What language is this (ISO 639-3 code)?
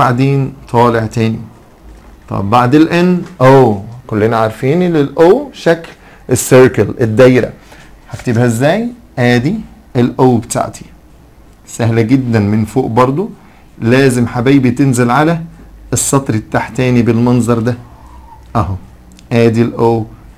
arz